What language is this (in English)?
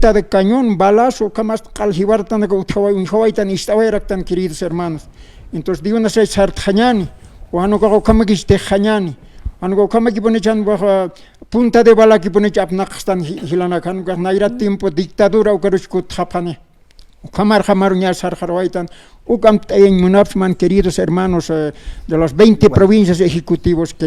Aymara